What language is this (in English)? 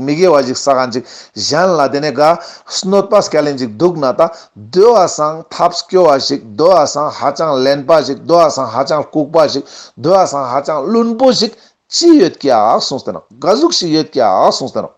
Ladakhi